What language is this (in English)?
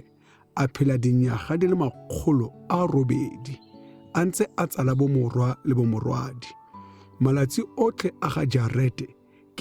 Tswana